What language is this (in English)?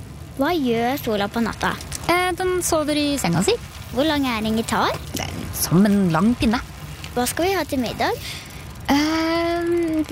Norwegian